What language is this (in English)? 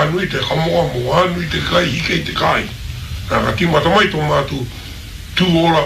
Māori